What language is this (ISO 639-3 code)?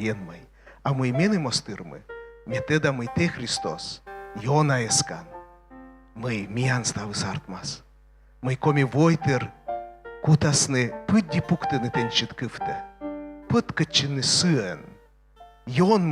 kom